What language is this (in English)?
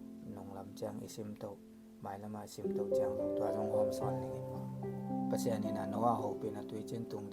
Tedim Chin